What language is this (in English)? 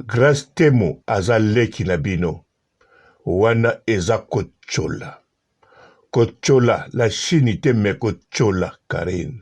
Lingala